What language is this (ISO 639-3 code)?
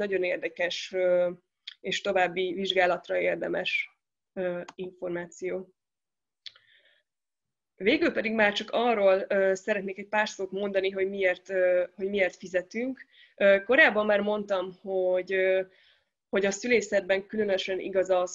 hun